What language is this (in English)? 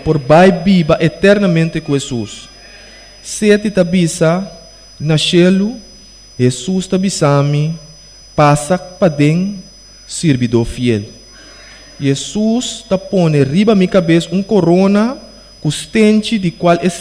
Papiamento